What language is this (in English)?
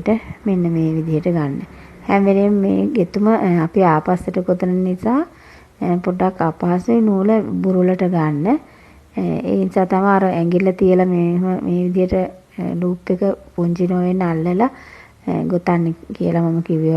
Sinhala